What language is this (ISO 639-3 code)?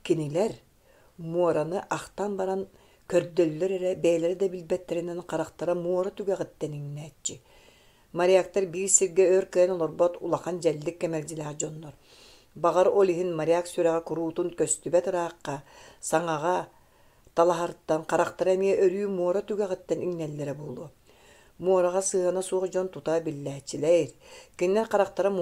sah